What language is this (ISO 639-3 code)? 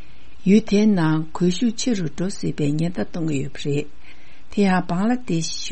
bod